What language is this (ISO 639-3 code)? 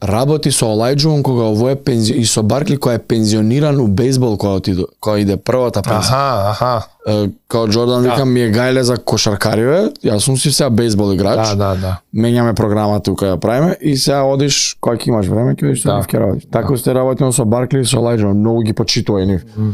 mkd